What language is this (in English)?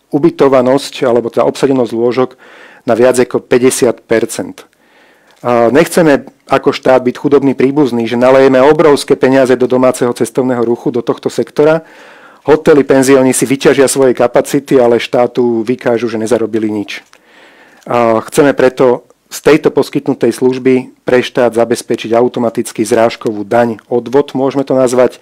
Slovak